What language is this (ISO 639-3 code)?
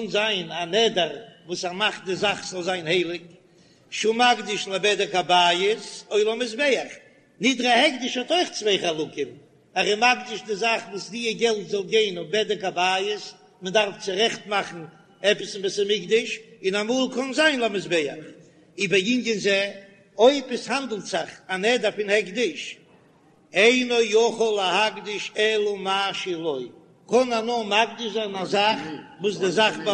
yid